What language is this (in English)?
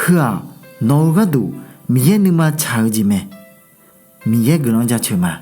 Akha